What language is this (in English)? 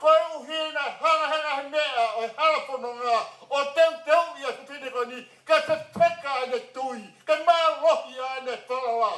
Tongan